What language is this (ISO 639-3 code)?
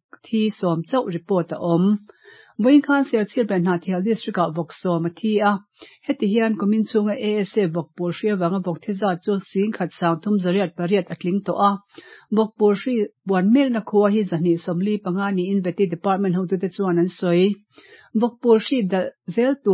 lus